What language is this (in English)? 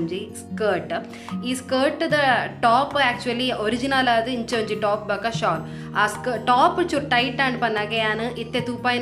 Tulu